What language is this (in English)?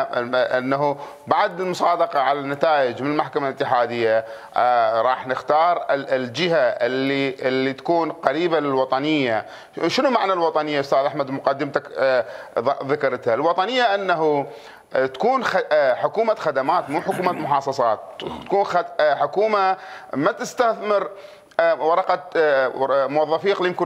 Mesopotamian Arabic